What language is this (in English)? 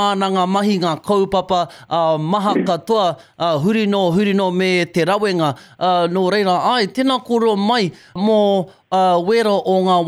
Māori